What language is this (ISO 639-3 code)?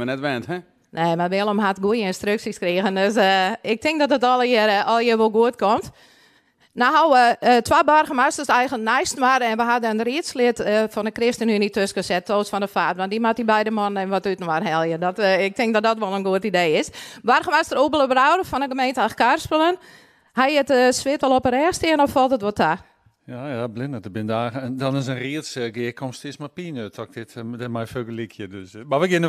fry